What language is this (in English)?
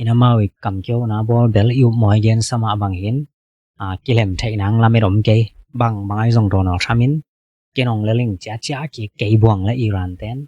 Tedim Chin